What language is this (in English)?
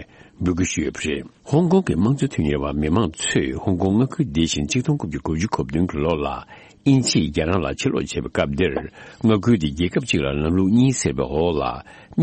Tibetan